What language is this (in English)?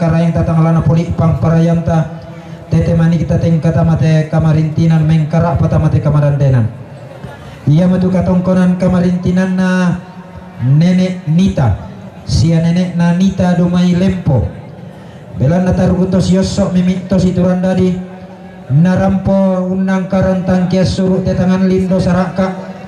Toraja-Sa'dan